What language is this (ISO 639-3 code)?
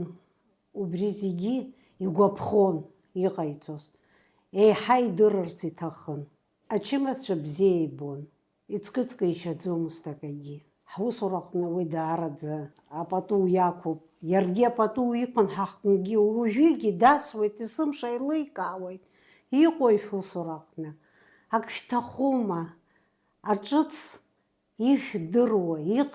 abk